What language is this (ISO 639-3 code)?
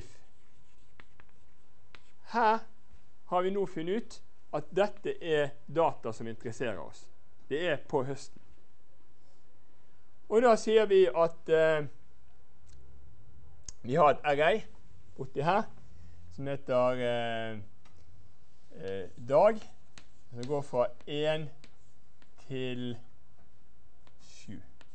nor